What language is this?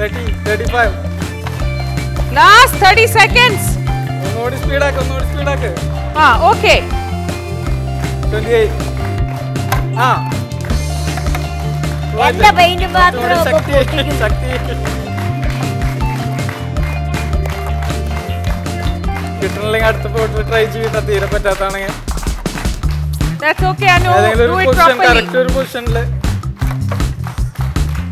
Malayalam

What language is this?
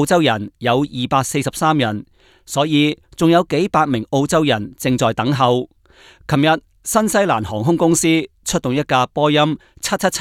Cantonese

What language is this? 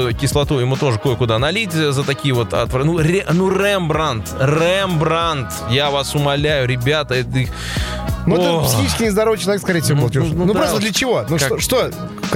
Russian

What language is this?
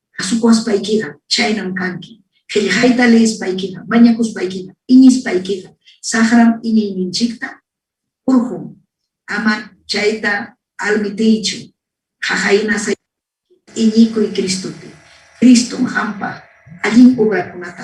Ayacucho Quechua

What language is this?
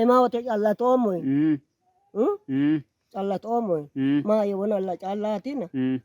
Sidamo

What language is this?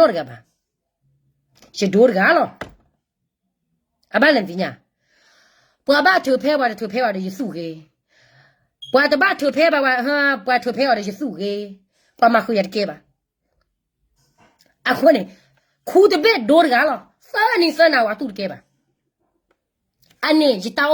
S'gaw Karen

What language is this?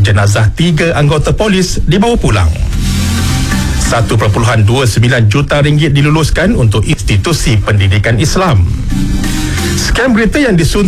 Malay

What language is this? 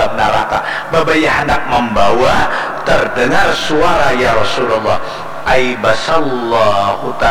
Banjar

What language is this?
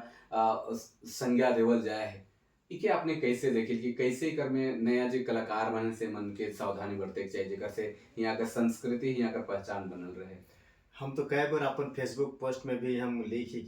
Sadri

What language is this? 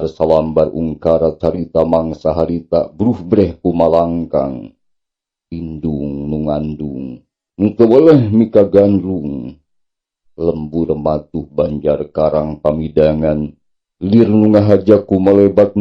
Sundanese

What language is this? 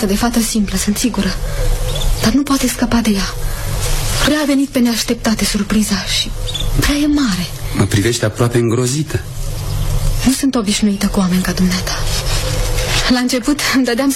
Romanian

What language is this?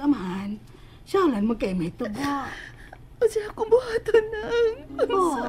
Cebuano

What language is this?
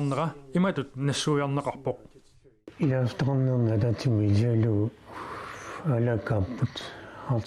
Kalaallisut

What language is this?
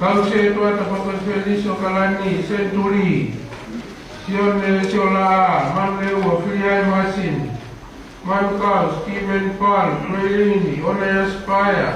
Tongan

